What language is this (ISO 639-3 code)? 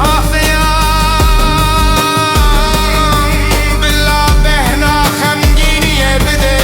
kur